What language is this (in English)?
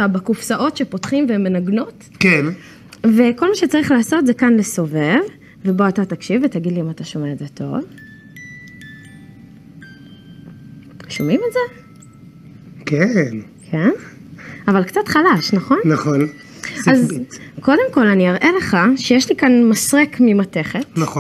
Hebrew